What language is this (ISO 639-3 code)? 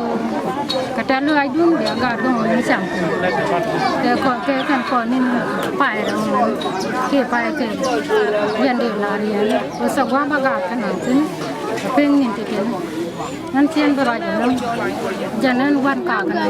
nus